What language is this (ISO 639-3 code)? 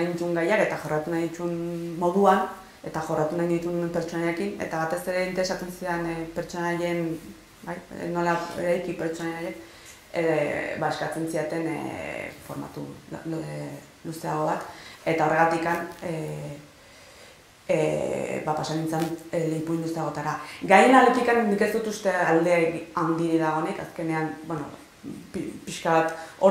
eus